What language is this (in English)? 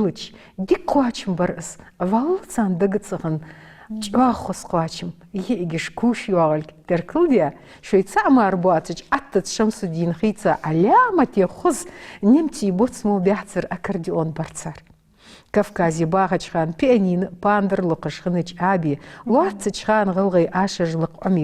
Ingush